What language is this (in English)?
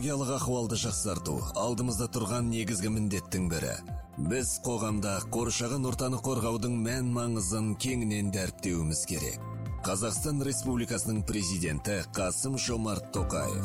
Kazakh